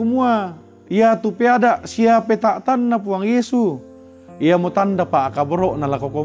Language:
Toraja-Sa'dan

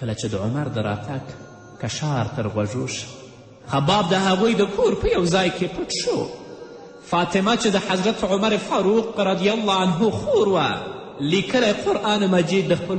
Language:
Pashto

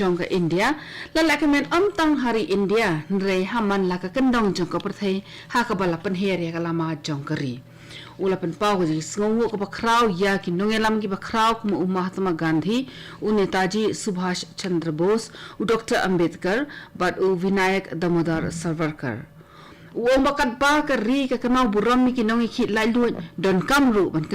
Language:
Khasi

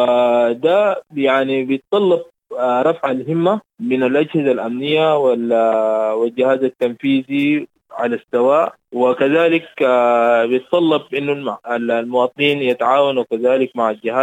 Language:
Sudanese Arabic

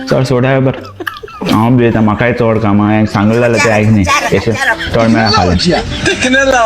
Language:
Konkani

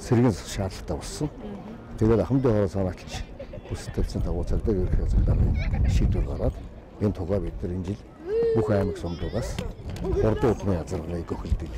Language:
Mongolian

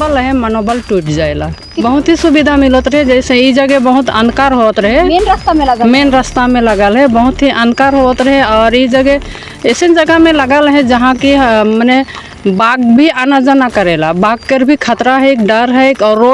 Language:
Sadri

